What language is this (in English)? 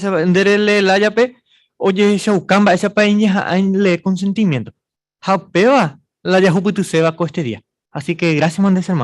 Guarani